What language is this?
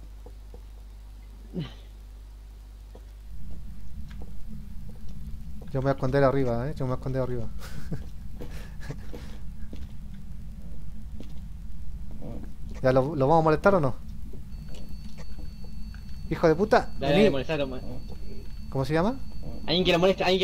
Spanish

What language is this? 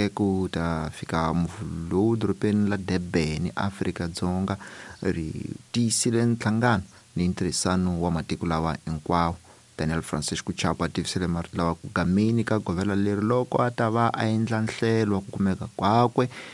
Tsonga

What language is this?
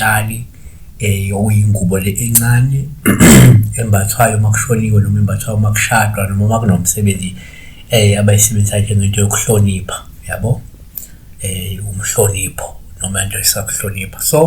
Zulu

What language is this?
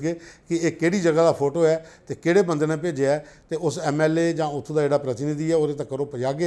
Dogri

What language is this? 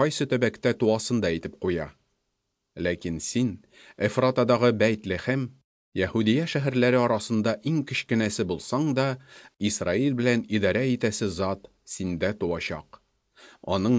Tatar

